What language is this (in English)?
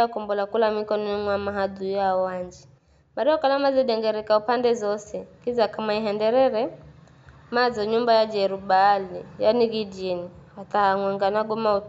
Giryama